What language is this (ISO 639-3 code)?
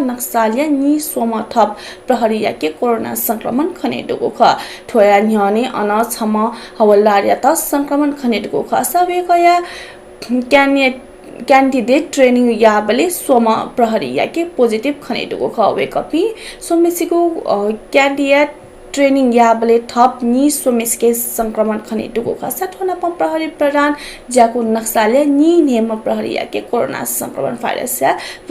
new